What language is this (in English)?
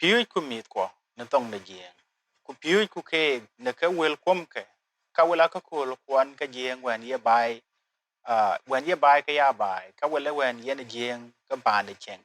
Dinka